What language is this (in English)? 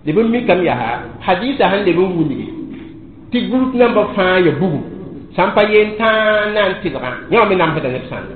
Mossi